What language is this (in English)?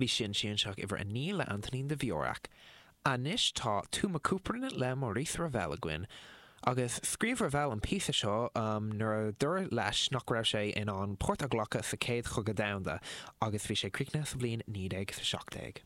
Irish